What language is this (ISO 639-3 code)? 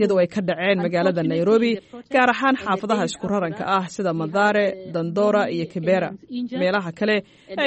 som